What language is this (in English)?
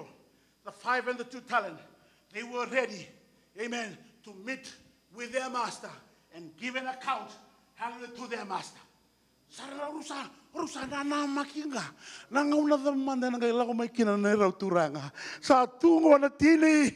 Fijian